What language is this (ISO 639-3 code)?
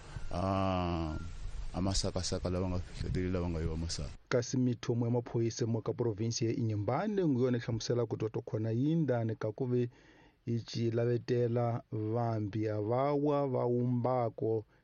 tso